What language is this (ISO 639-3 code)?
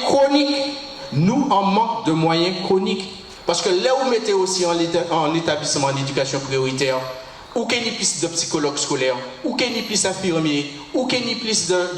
gcf